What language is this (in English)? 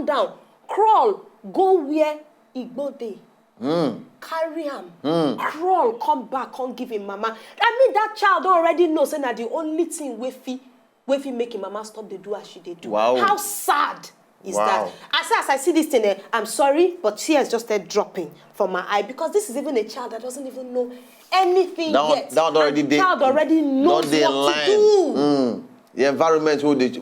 Nigerian Pidgin